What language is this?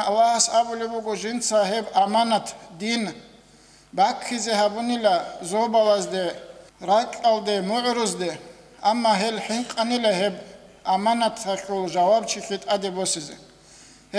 Avaric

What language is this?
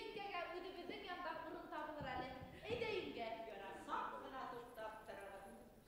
Bashkir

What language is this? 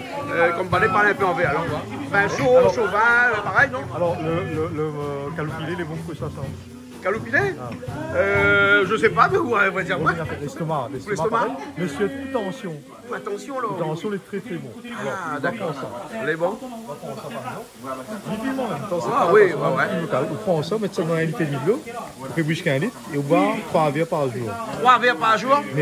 Réunion Creole French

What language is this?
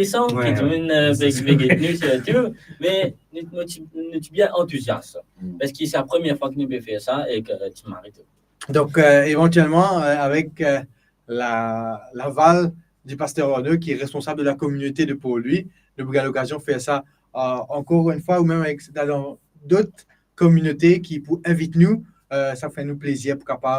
Morisyen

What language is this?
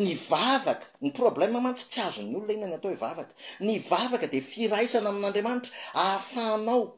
Malagasy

